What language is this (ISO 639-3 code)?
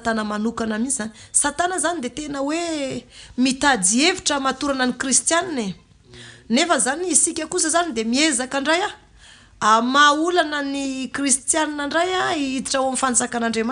mlg